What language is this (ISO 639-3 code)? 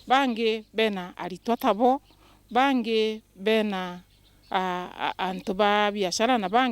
mer